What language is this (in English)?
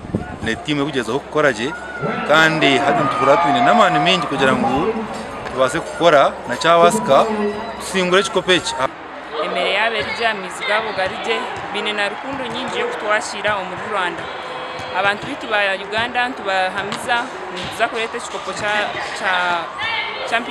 Nyankole